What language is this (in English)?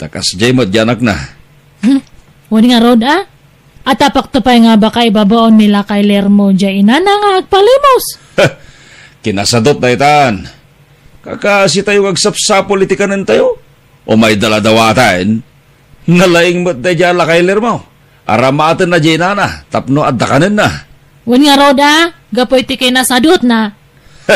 Iloko